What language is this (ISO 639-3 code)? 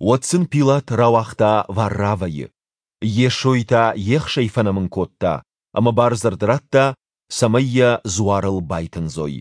oss